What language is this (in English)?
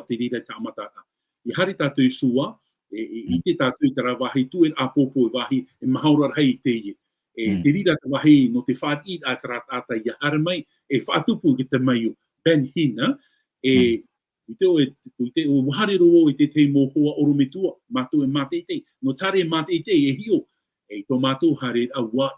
Tahitian